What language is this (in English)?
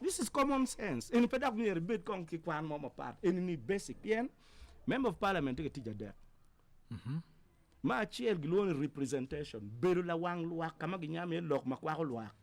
Acoli